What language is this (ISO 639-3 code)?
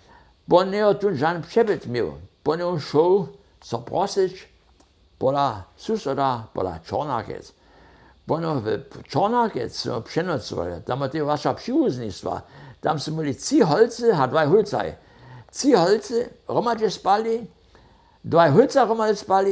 hsb